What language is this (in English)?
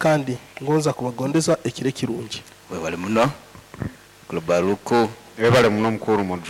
Nyoro